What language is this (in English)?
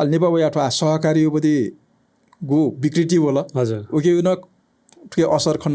Newari